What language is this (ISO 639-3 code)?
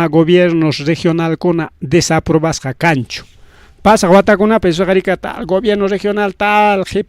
quy